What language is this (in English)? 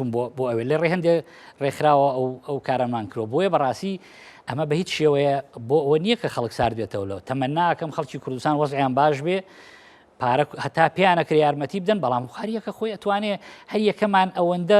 Central Kurdish